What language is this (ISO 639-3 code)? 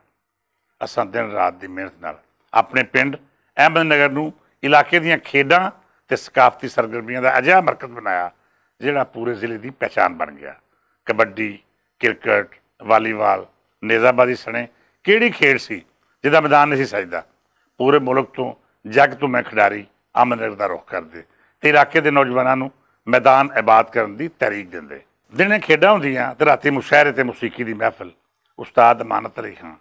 lah